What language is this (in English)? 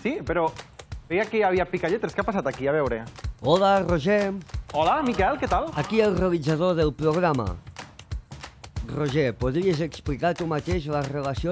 Catalan